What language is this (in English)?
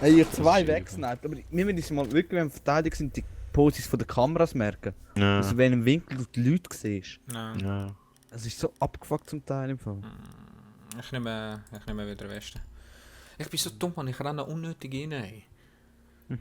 Swiss German